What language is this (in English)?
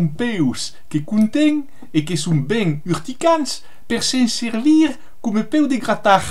Occitan